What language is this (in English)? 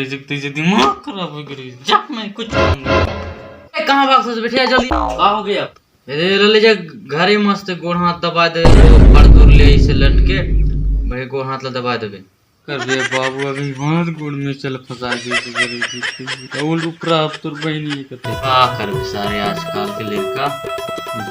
Chhattisgarhi